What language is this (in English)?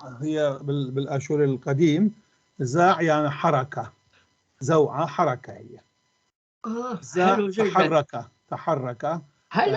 North Levantine Arabic